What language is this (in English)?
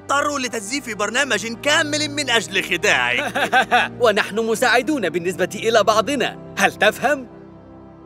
Arabic